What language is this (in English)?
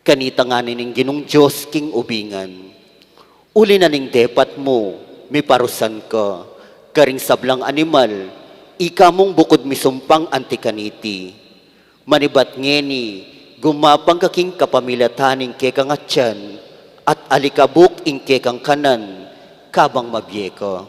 Pampanga